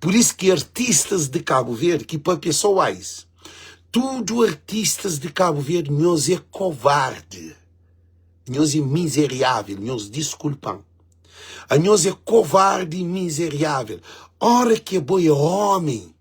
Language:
Kabuverdianu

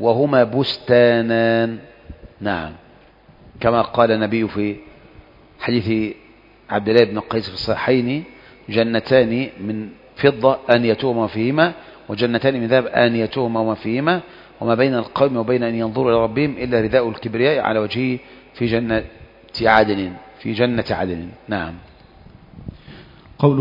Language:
Arabic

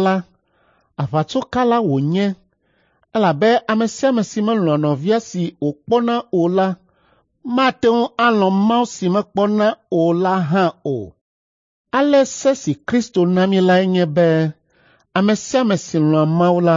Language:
Ewe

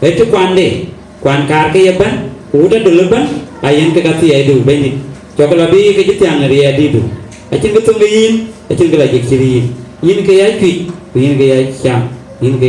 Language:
Dinka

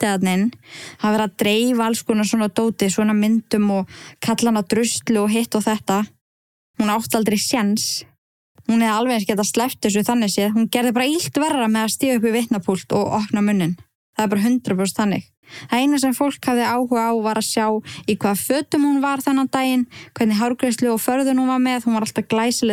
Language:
Icelandic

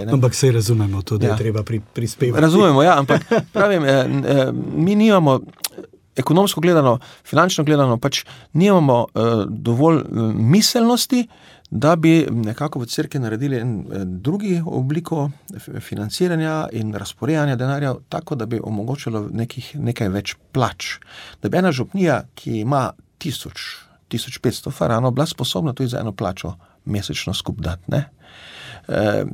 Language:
Slovenian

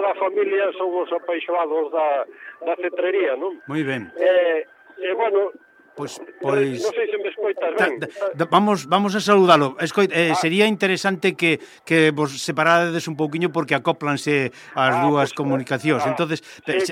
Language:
Galician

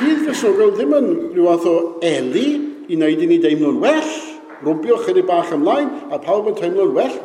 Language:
Welsh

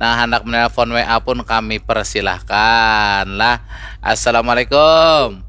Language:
Banjar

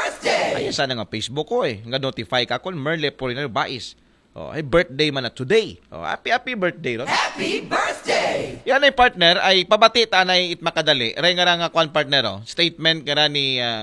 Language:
Aklanon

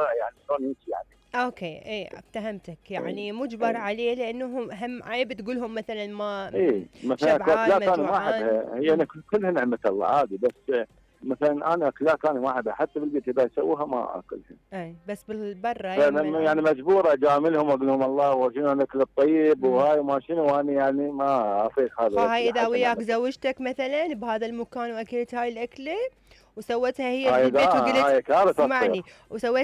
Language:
Mesopotamian Arabic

